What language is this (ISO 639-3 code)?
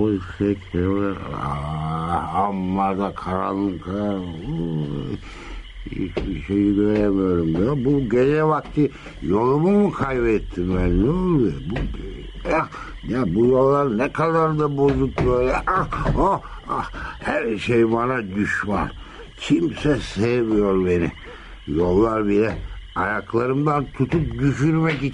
tur